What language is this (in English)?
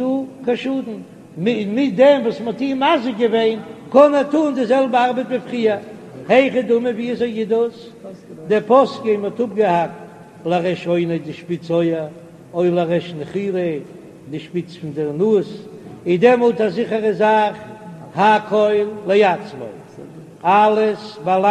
Yiddish